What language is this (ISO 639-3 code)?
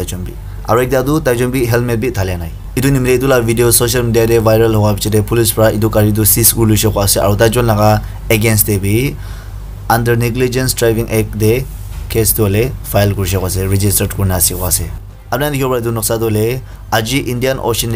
nag